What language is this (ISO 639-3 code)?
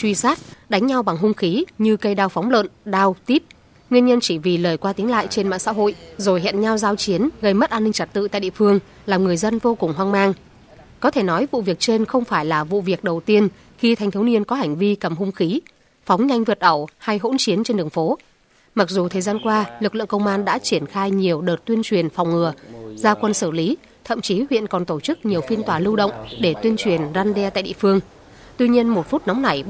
vie